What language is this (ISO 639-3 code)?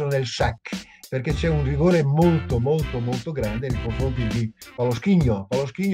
ita